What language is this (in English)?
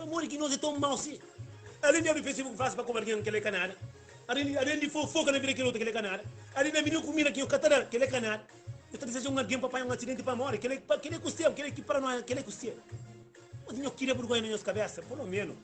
Kabuverdianu